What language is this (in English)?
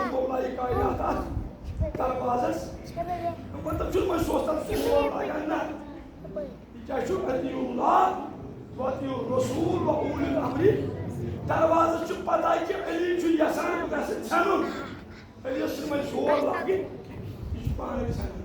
Kashmiri